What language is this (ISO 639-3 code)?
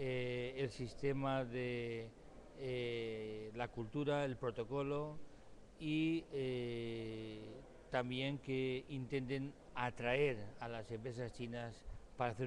spa